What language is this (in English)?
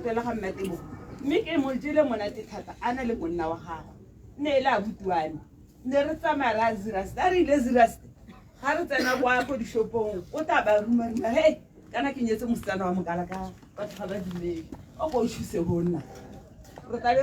Tswana